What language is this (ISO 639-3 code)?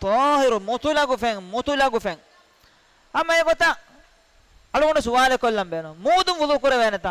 div